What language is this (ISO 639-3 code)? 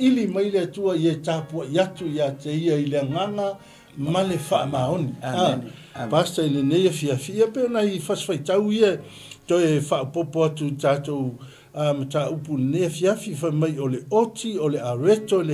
smo